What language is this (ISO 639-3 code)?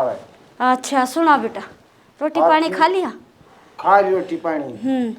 bgc